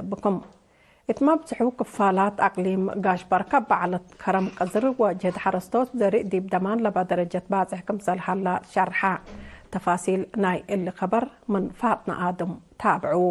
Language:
Tigre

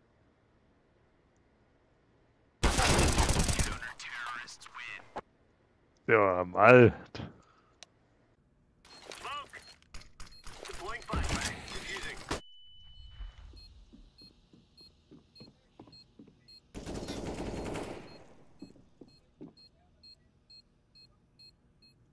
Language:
Danish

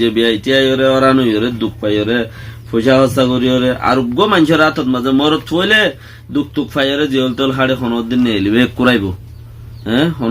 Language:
Rohingya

